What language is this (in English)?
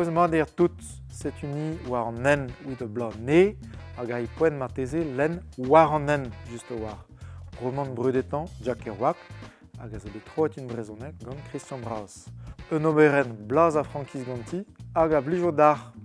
Breton